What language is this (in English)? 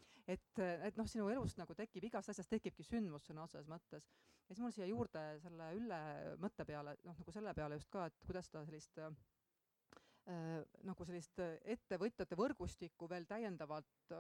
Estonian